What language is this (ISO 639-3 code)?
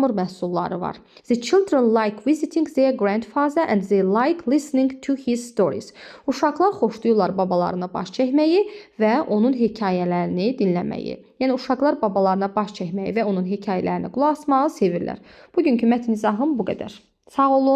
aze